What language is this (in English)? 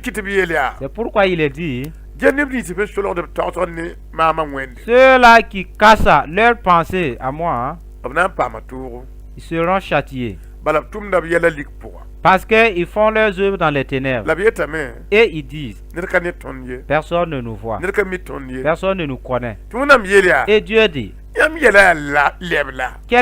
Mossi